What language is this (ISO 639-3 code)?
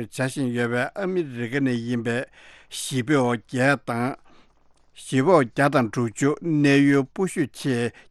bod